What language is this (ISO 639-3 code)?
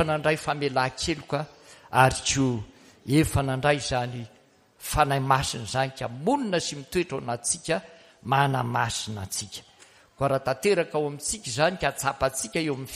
mlg